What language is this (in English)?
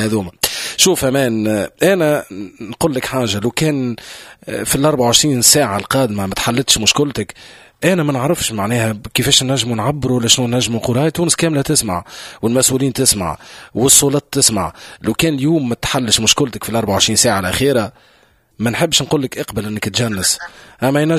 Tunisian Arabic